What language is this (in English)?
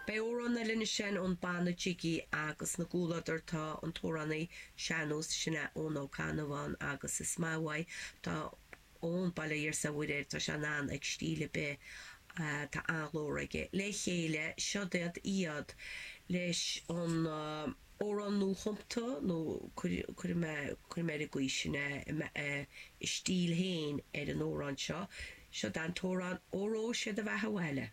Irish